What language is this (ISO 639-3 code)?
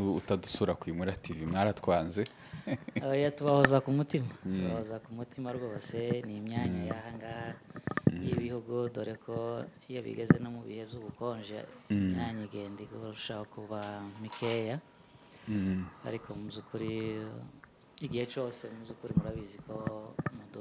kin